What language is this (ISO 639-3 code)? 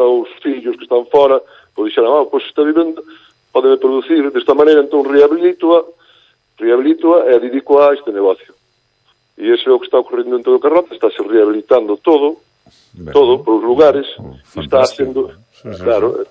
glg